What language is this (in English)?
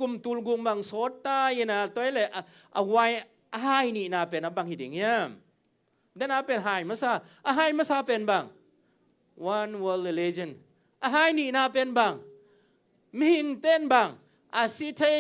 Tedim Chin